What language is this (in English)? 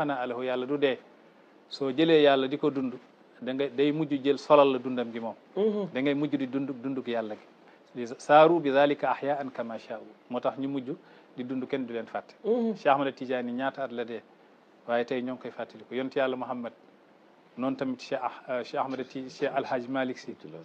Wolof